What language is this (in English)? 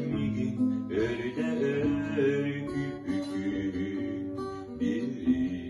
Yakut